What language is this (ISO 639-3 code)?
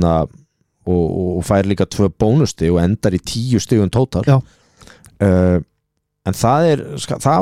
isl